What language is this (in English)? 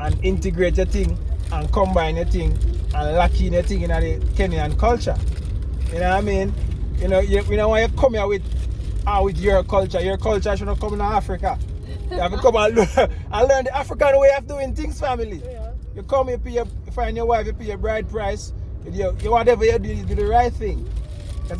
Jamaican Creole English